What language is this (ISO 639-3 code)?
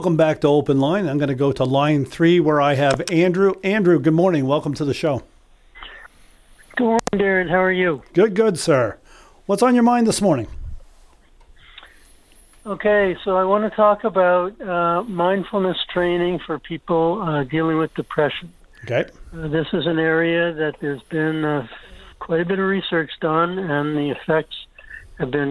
eng